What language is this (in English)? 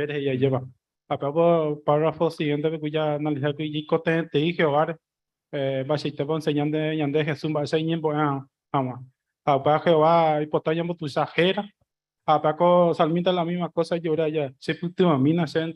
Guarani